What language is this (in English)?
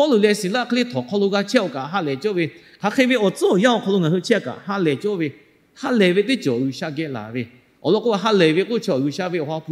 Lahu